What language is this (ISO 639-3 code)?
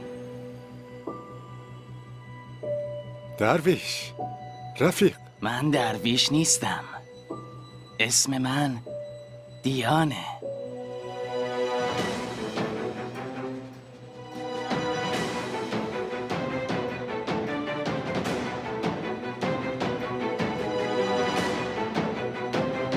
fas